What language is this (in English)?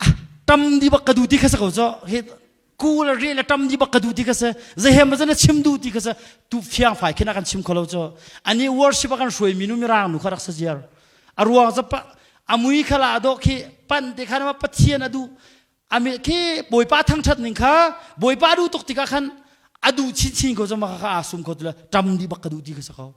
Hakha Chin